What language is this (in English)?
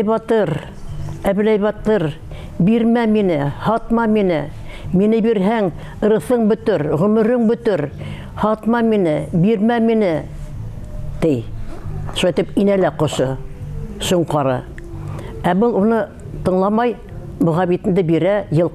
Bashkir